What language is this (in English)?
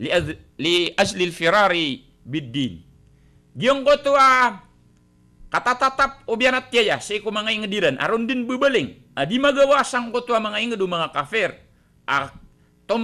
Maranao